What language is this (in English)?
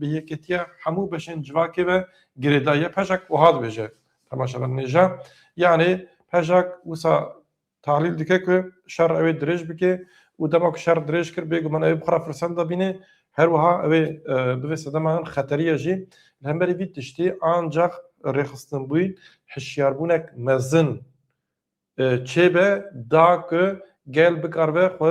Kurdish